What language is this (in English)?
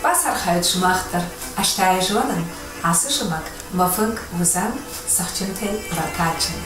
Ossetic